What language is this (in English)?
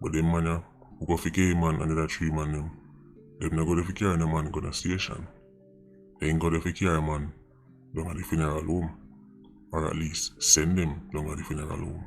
Jamaican Creole English